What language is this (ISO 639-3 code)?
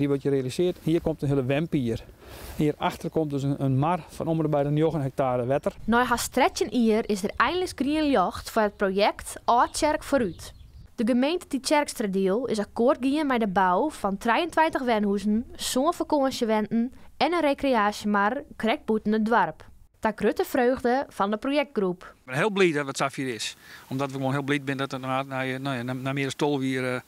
fry